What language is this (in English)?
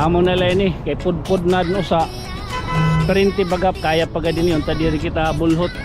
Waray